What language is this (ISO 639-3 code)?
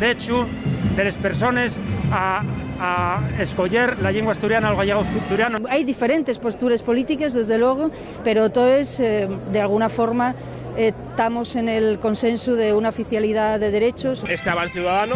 ast